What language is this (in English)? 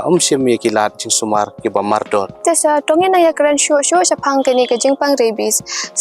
Khasi